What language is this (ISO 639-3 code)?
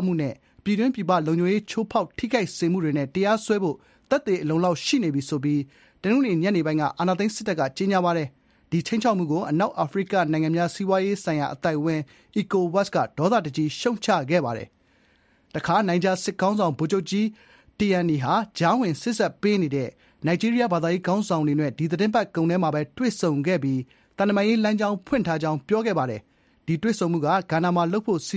mya